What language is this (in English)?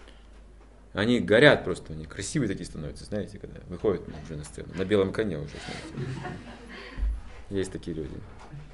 Russian